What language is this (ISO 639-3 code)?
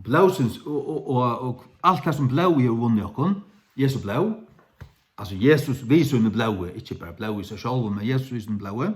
fao